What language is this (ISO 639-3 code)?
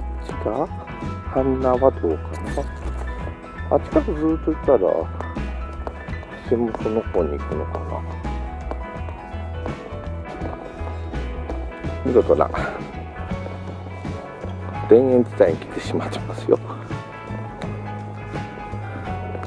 jpn